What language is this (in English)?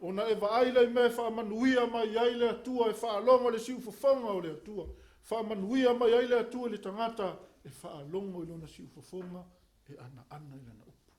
Samoan